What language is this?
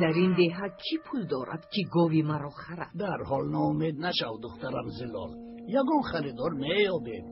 Tajik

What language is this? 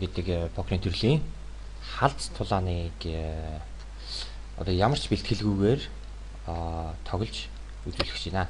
Mongolian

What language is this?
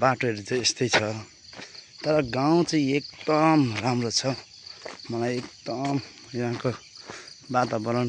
Nepali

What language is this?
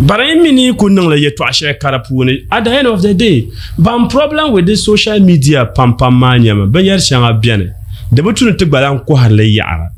Dagbani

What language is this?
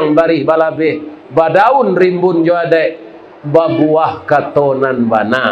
Minangkabau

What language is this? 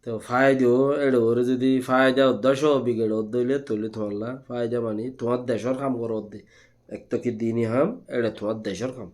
Rohingya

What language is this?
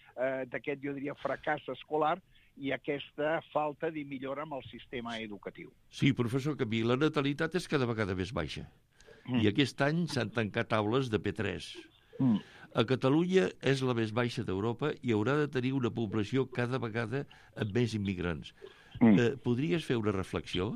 Catalan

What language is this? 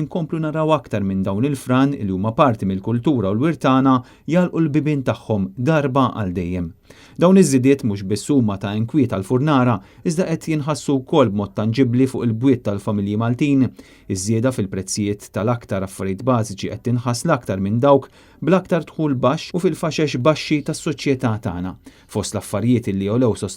Maltese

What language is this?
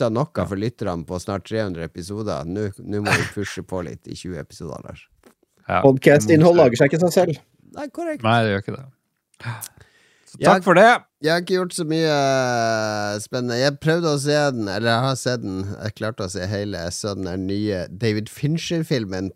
Norwegian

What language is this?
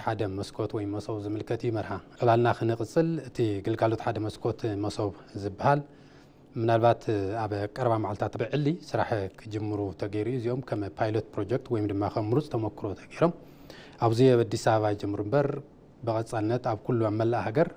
Tigrinya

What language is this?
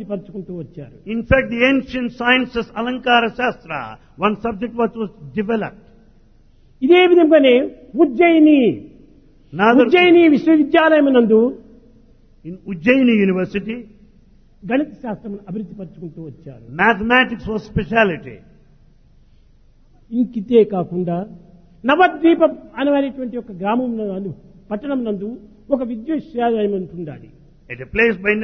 Telugu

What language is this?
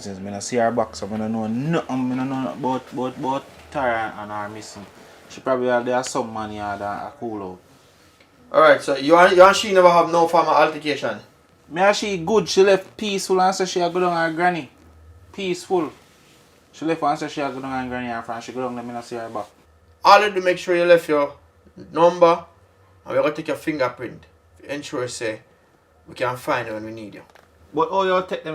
Jamaican Creole English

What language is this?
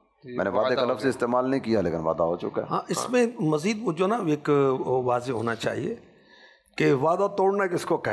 Urdu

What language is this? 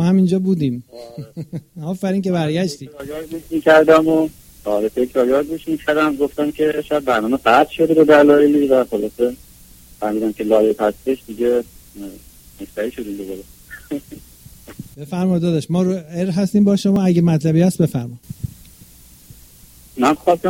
Persian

